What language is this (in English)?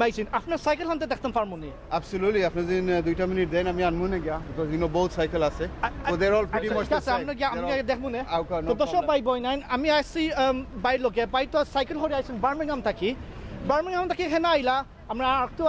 Sylheti